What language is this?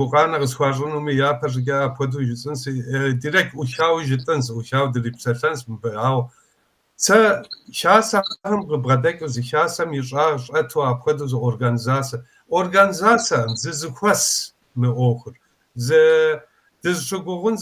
Kabardian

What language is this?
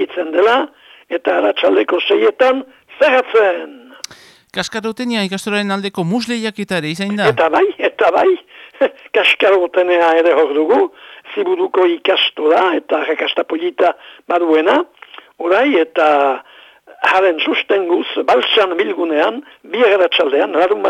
Basque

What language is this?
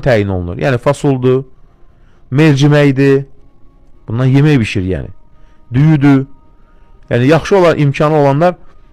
Azerbaijani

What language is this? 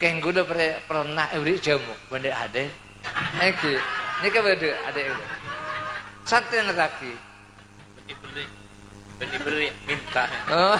Madurese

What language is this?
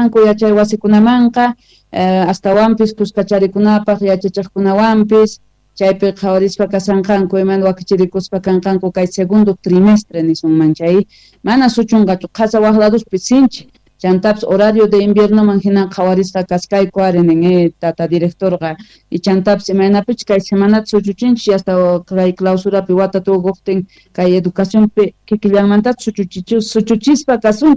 South Bolivian Quechua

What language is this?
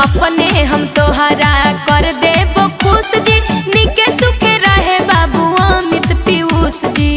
Magahi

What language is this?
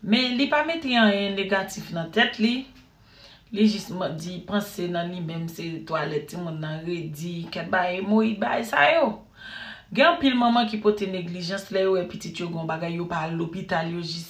Haitian Creole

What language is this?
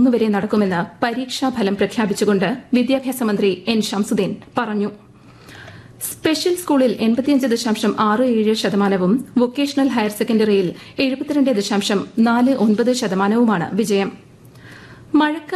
Malayalam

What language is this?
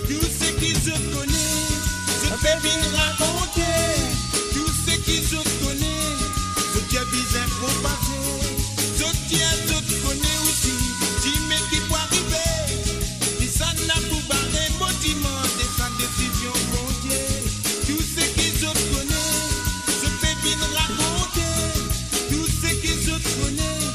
Morisyen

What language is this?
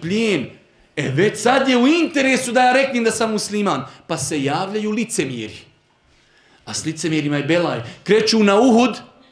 Bosnian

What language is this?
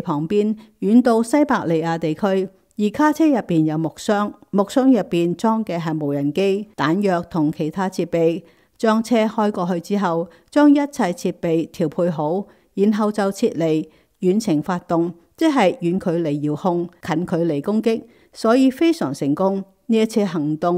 Cantonese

